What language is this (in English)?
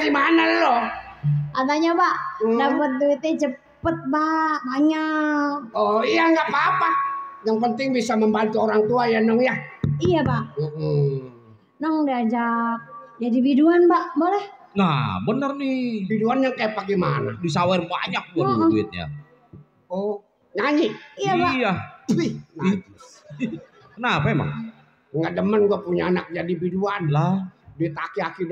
Betawi